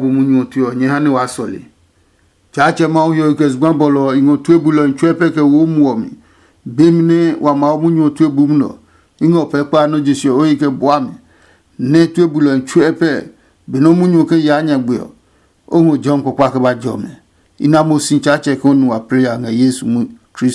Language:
Adangme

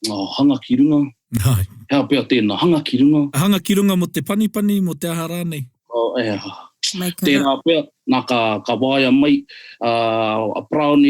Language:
Māori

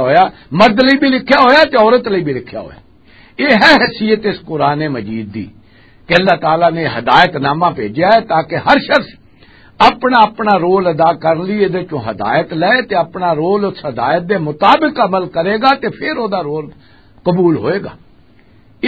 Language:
Western Panjabi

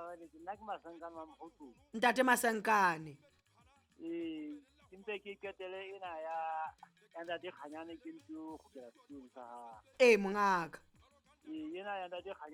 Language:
Southern Sotho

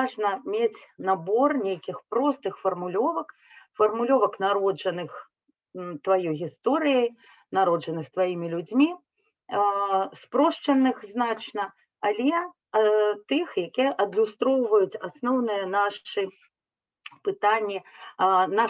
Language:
Belarusian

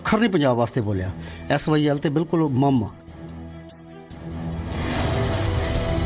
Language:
Punjabi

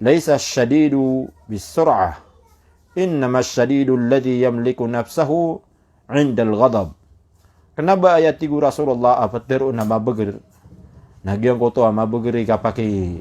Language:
Maranao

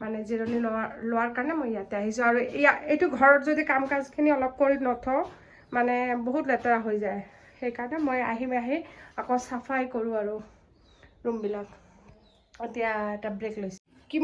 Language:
Assamese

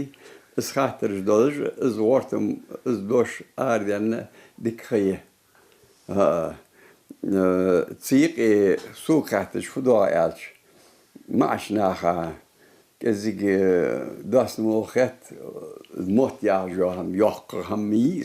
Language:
Ingush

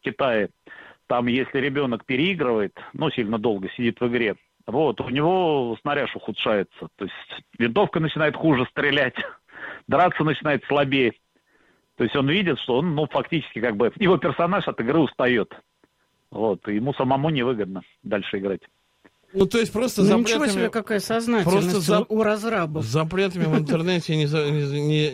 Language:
Russian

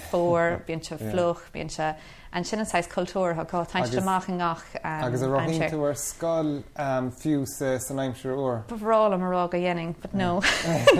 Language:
Irish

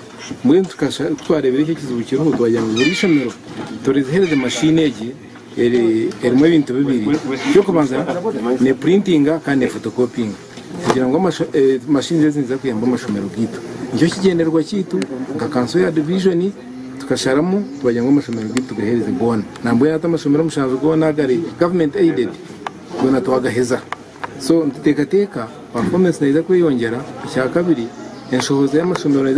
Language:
Nyankole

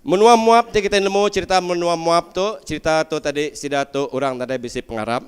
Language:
Iban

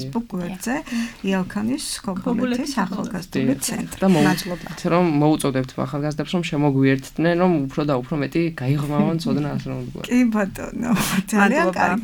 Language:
Georgian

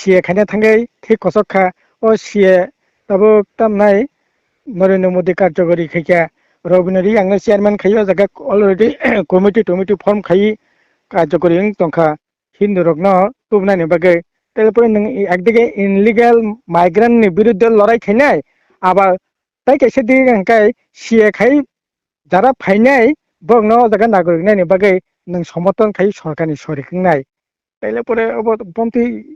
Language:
Kok Borok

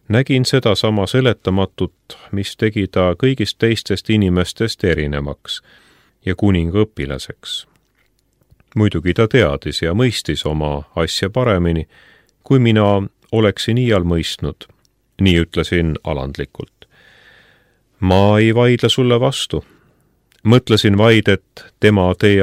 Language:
Estonian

